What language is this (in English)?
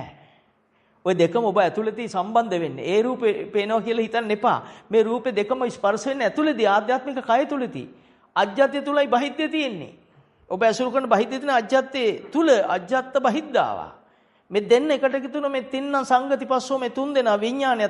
Sinhala